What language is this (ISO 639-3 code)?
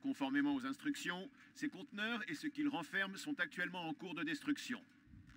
fra